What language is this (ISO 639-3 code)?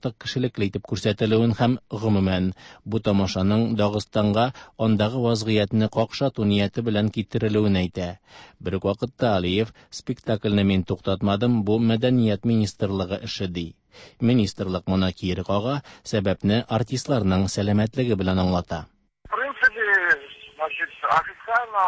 tat